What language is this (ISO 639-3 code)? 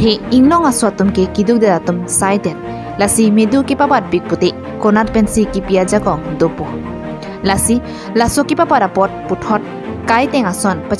mjw